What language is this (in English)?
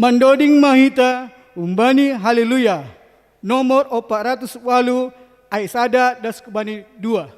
Batak Simalungun